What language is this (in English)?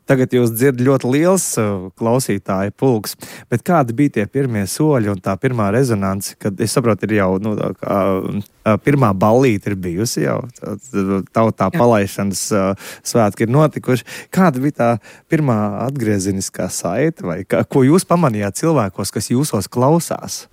Latvian